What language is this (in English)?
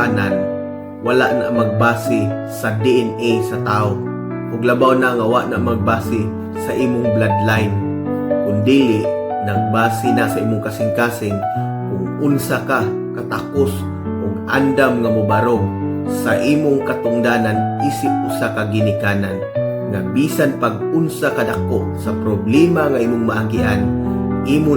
Cebuano